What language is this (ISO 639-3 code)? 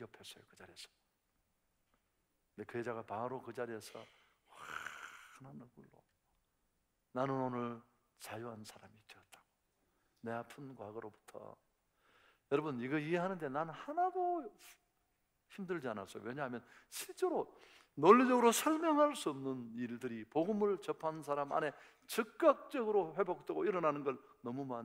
kor